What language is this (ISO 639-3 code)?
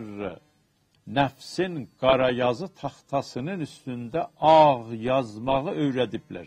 azb